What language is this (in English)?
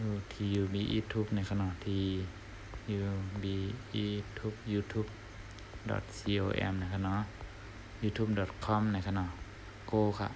Shan